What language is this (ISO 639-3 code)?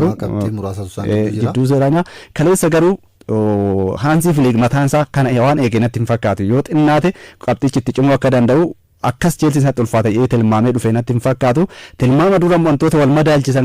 orm